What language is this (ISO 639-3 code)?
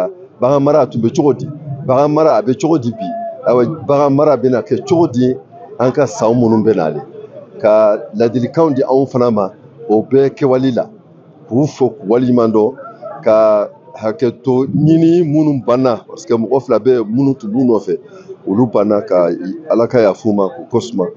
bam